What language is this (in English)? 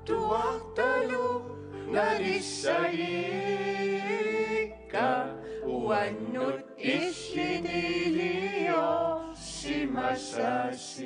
Kalaallisut